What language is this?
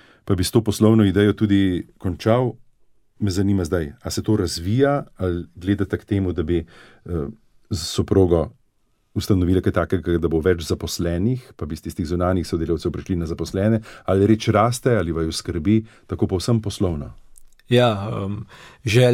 Slovenian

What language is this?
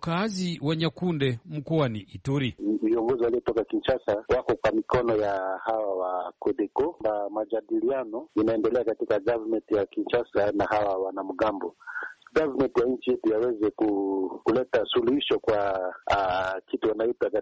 Swahili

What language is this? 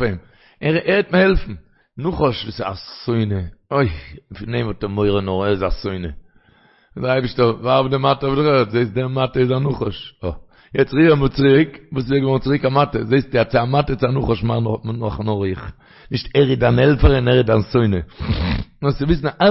Yiddish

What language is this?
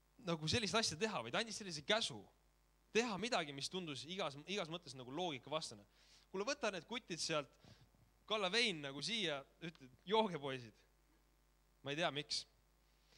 Estonian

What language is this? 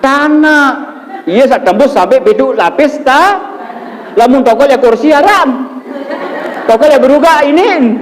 Sasak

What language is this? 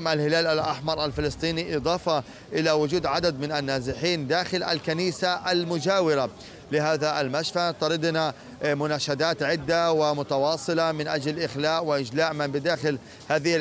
Arabic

